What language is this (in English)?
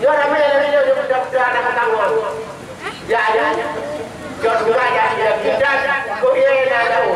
Achinese